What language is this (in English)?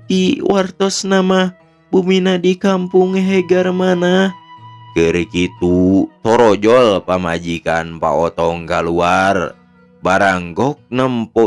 Sundanese